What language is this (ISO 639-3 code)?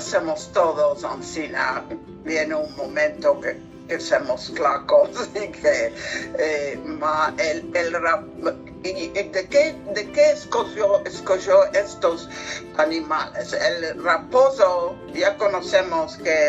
lad